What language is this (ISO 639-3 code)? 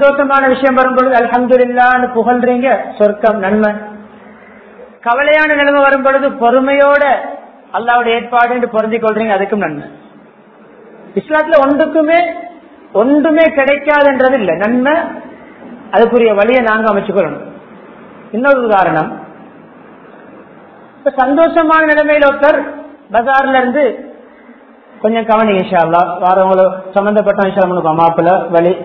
tam